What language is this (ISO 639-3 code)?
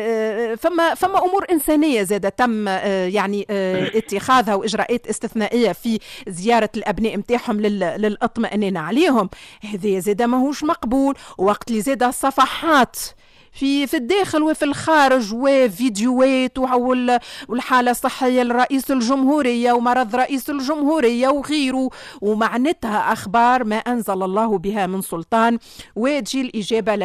aeb